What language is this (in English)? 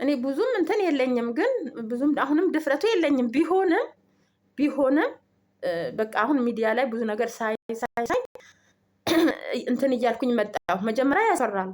Amharic